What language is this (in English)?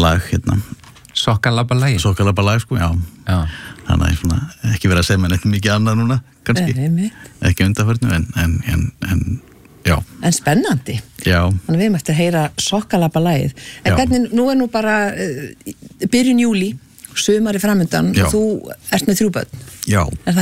Icelandic